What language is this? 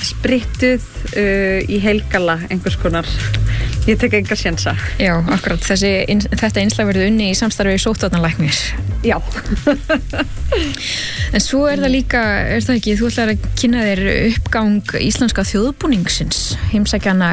Icelandic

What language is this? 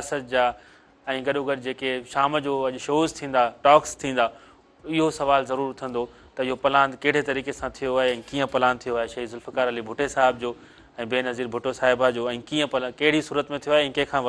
Sindhi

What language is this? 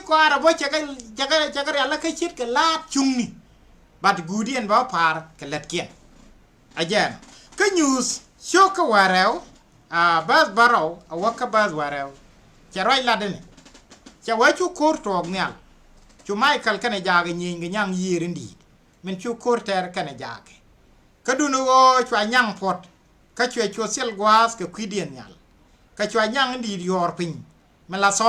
Nuer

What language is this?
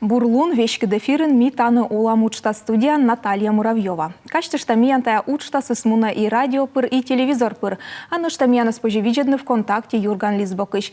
Komi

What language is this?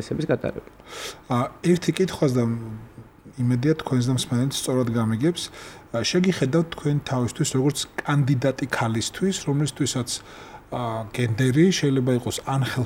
Georgian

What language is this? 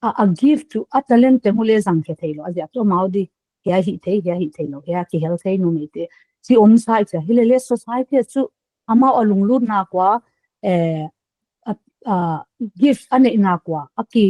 Paite Chin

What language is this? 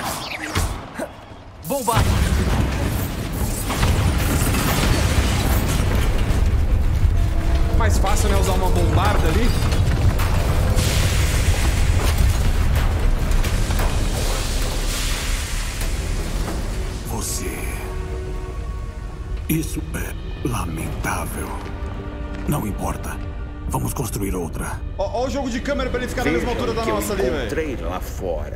Portuguese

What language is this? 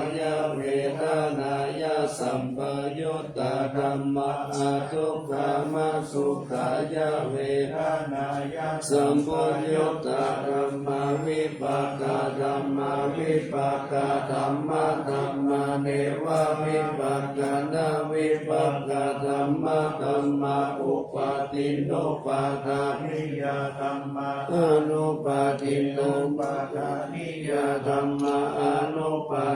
Pali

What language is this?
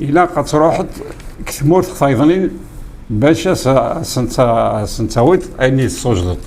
Kabyle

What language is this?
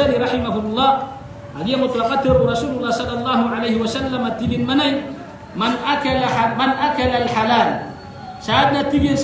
Maranao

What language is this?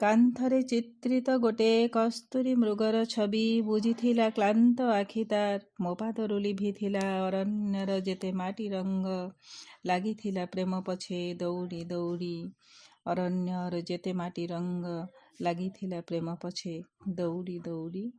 Odia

